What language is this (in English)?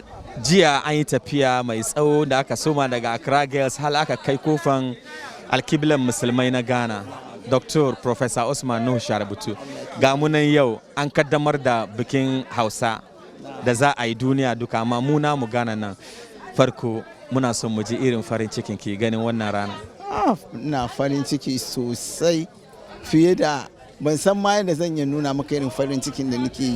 Hausa